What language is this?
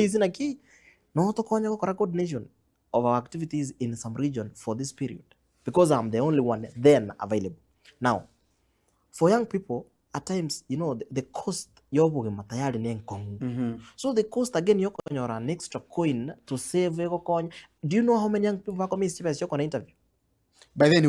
Gusii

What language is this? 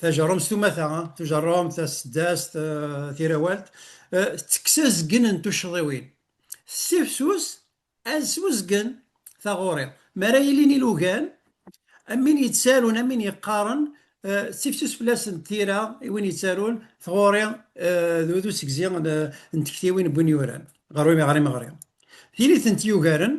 Kabyle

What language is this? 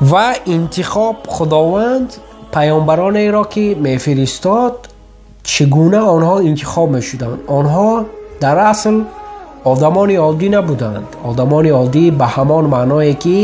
Tajik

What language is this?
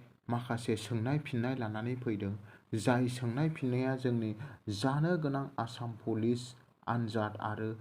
Bodo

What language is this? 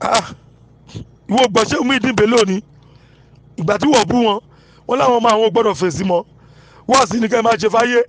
Yoruba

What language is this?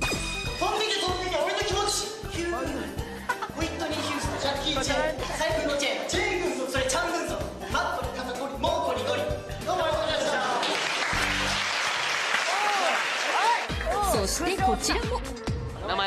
Japanese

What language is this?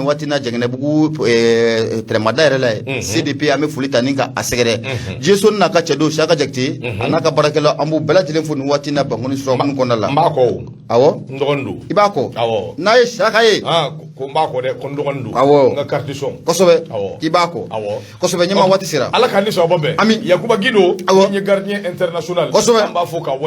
Bambara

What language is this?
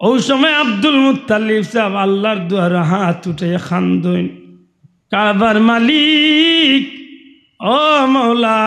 Sylheti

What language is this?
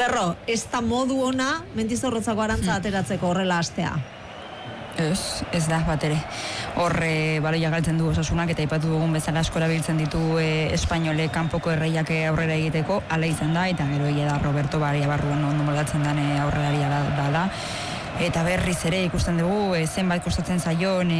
Basque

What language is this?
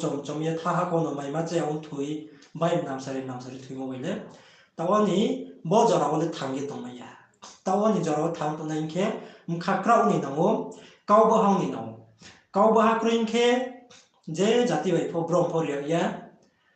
Riang (India)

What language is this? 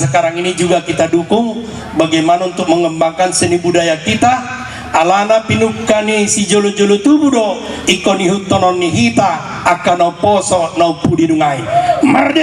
Batak Toba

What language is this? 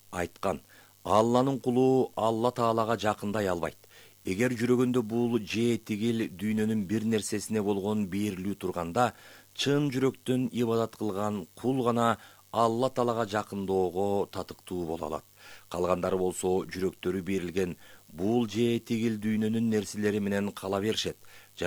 Kyrgyz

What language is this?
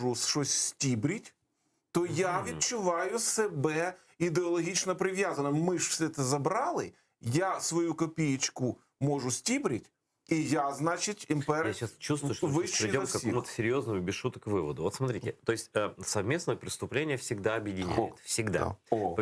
Crimean Tatar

